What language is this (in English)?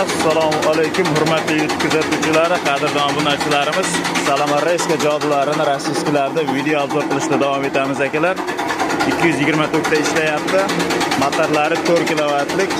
Uzbek